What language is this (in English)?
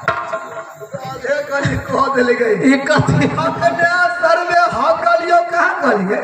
Maithili